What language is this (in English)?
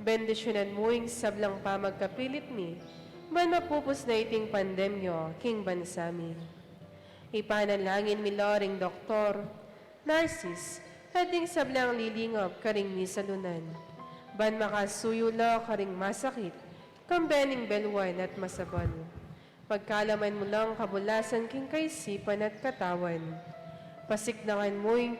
Pampanga